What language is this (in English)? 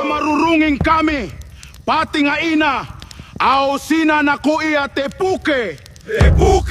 Gilbertese